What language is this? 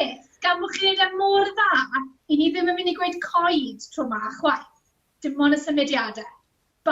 Welsh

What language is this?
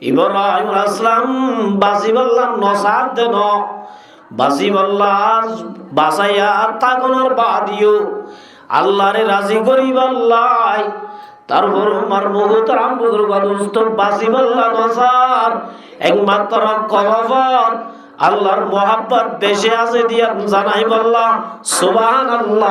Rohingya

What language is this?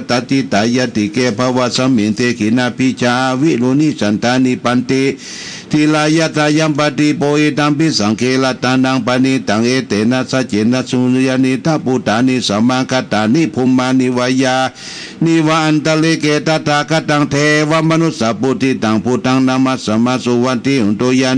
Pali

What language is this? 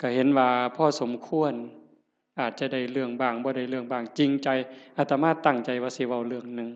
Northeastern Thai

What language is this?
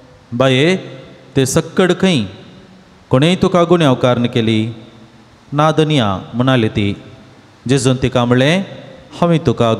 Konkani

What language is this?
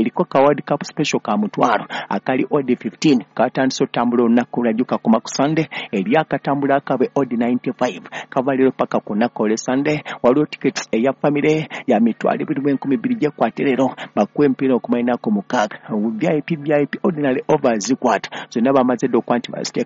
Ganda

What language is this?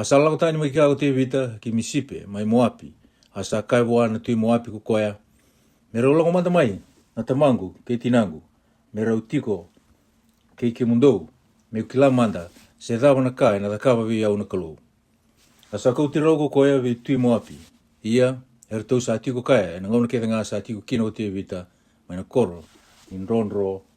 Fijian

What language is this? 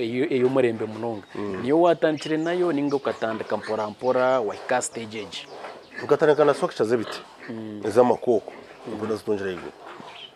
Nyankole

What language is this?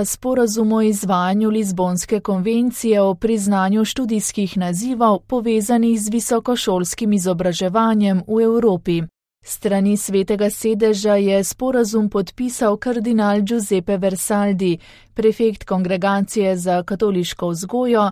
Slovenian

